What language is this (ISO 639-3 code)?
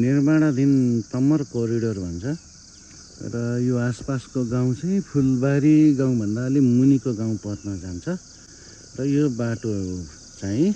nep